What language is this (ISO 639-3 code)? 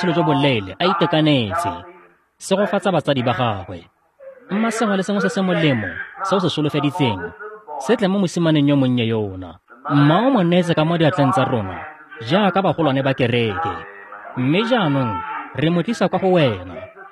tsn